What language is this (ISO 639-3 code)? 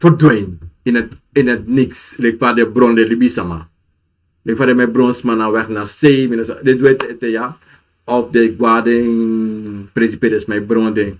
srn